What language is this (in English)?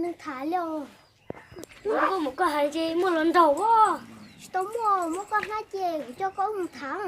Hmong